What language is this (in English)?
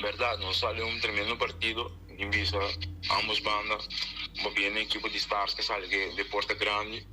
Papiamento